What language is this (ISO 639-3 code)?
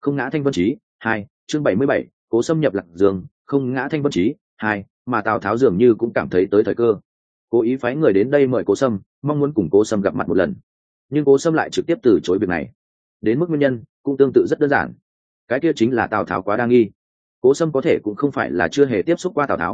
vie